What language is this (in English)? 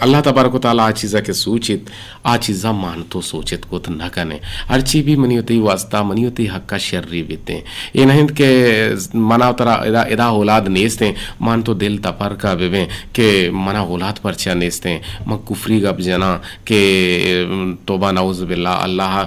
Eastern Balochi